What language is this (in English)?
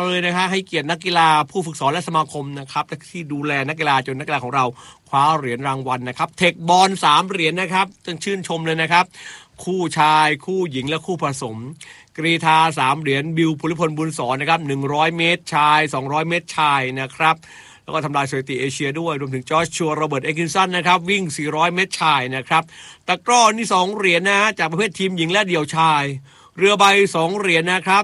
Thai